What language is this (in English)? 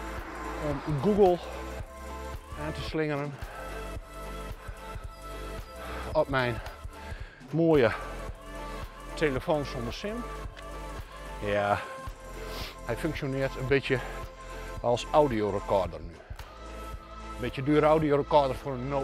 Dutch